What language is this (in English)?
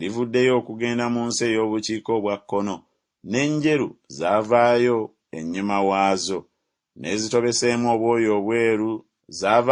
Ganda